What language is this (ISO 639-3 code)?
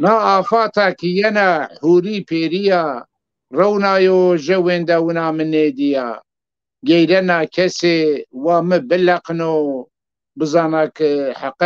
zza